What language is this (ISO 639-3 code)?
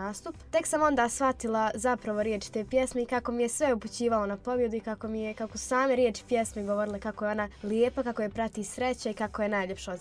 hrv